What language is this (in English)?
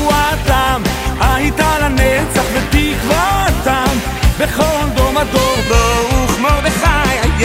Hebrew